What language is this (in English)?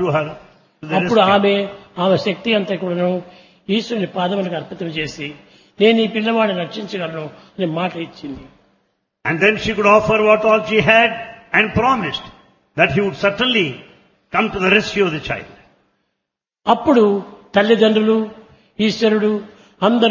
Telugu